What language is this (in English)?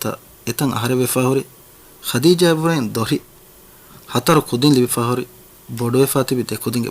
Divehi